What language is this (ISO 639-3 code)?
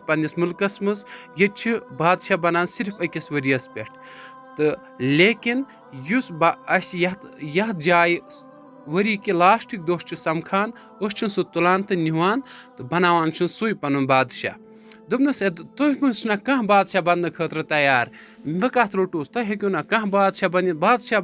kas